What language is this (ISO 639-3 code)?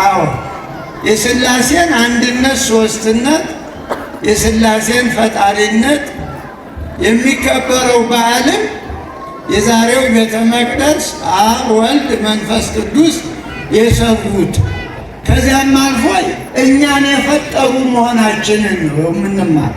amh